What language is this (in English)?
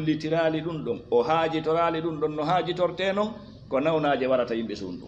Fula